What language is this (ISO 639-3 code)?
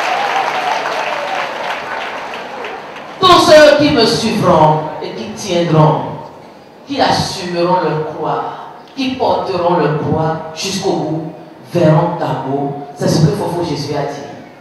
fra